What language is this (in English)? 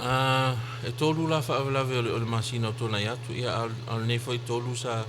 Samoan